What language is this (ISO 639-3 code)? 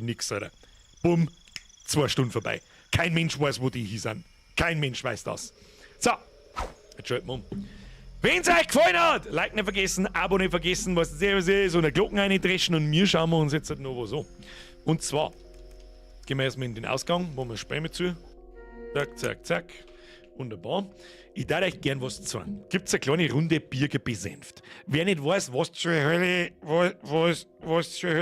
bar